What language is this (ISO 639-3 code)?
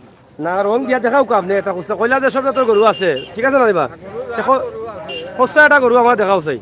syl